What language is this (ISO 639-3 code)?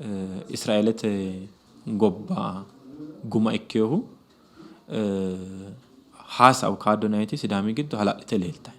sid